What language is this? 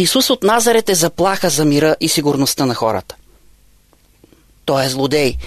Bulgarian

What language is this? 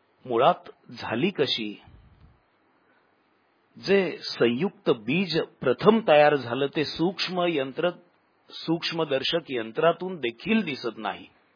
Marathi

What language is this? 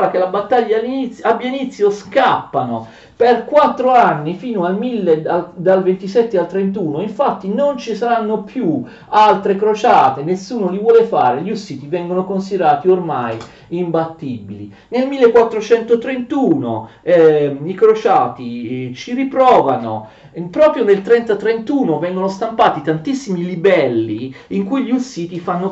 Italian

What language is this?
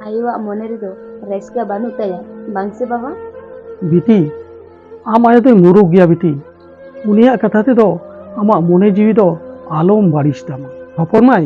Santali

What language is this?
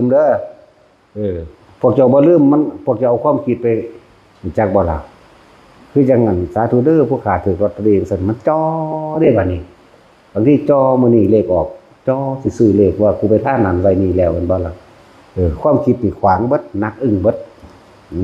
Northeastern Thai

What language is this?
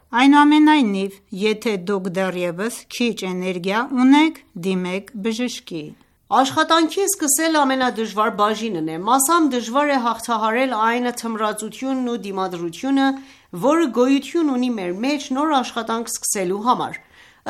Armenian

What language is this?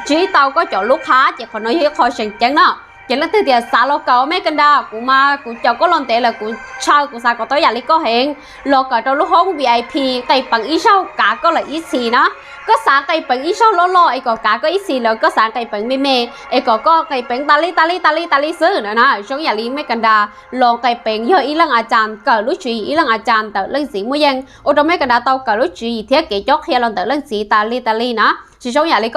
Hmong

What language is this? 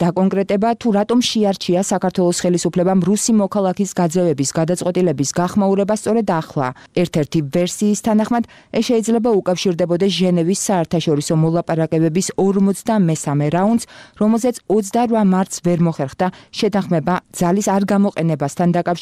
Georgian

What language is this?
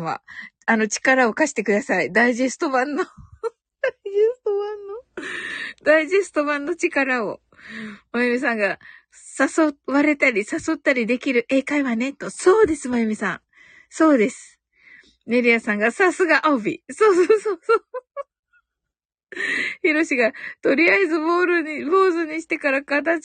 Japanese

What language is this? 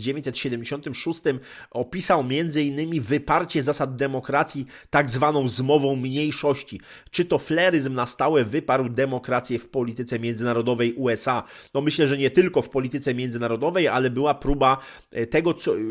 Polish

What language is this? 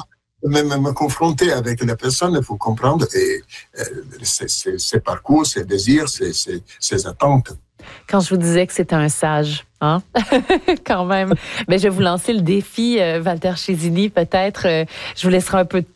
French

